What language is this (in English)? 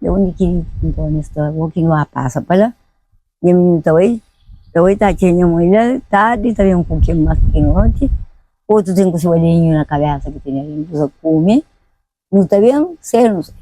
Kabuverdianu